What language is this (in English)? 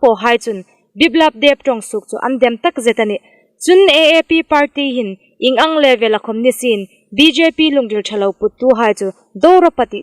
Hmar